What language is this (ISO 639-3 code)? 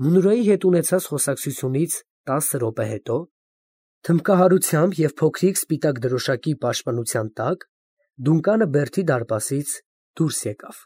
hye